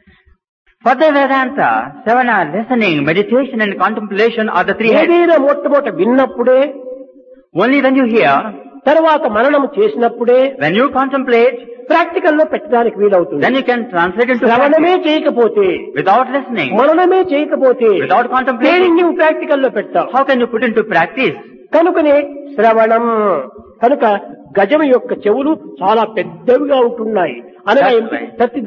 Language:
Telugu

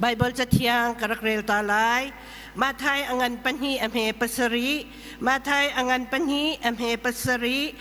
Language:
Hakha Chin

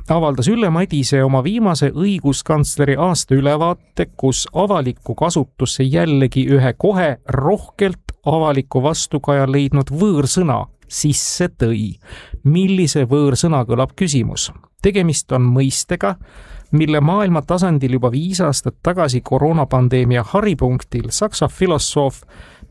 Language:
Estonian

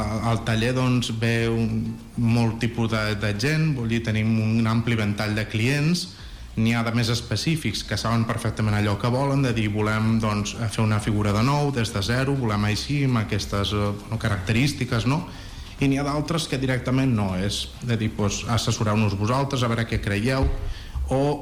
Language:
Catalan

